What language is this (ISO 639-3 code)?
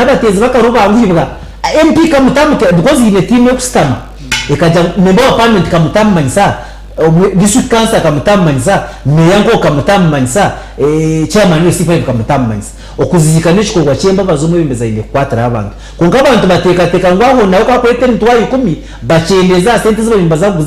nyn